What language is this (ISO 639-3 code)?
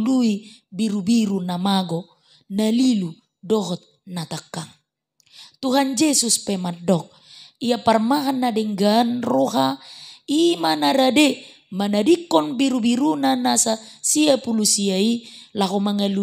bbc